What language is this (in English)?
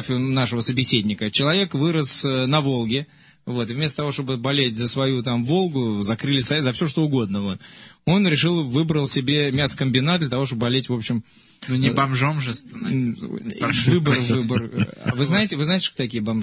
Russian